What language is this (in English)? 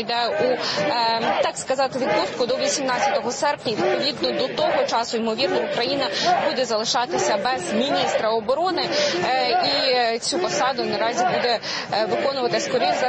Ukrainian